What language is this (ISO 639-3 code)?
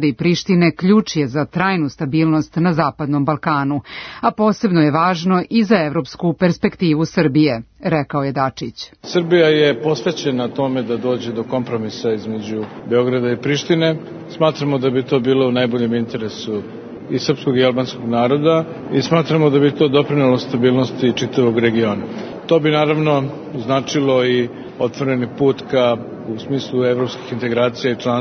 srp